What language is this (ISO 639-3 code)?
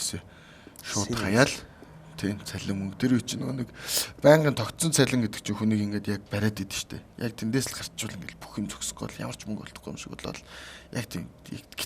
mon